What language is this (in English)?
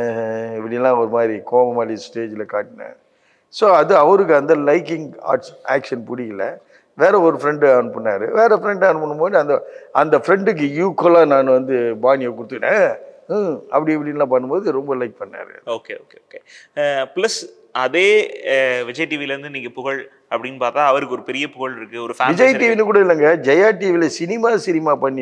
Tamil